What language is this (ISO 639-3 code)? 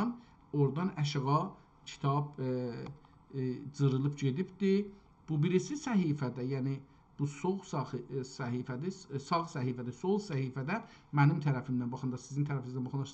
azb